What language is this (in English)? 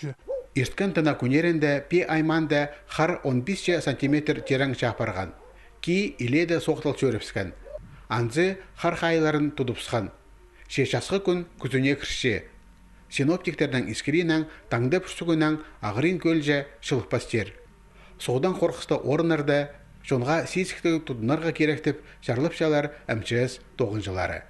Khakas